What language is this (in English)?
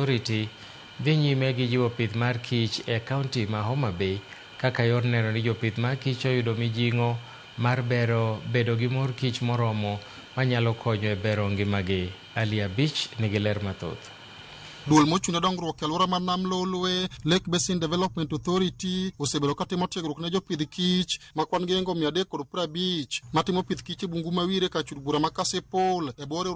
Luo (Kenya and Tanzania)